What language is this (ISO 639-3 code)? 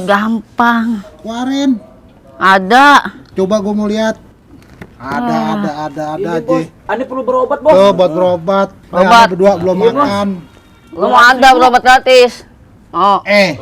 bew